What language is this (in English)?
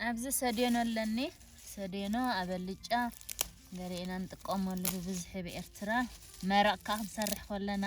Tigrinya